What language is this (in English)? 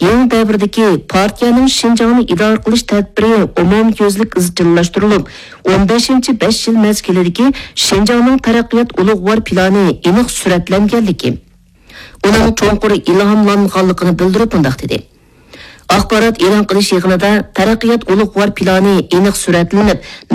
Uyghur